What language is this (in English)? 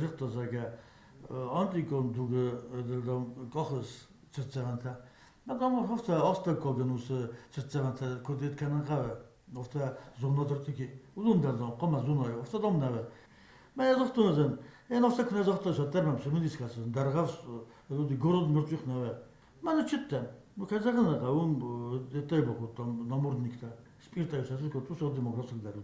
Ossetic